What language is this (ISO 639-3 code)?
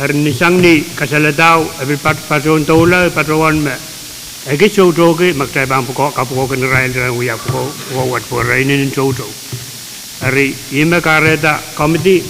pon